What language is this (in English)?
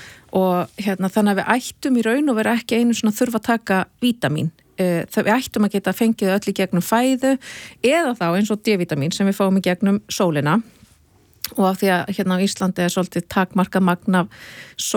Icelandic